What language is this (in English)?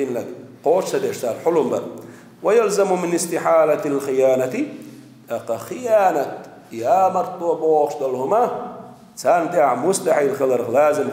Chechen